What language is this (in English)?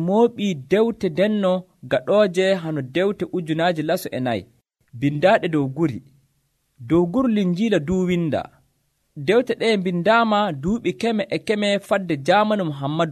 Nigerian Fulfulde